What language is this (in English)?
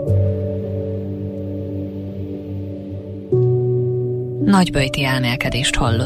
Hungarian